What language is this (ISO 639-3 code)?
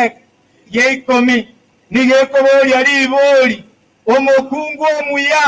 guz